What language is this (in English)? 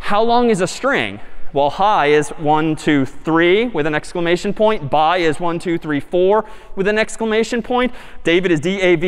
English